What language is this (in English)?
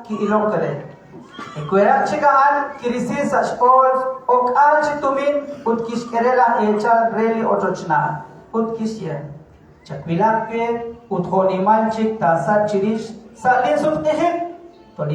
Kekchí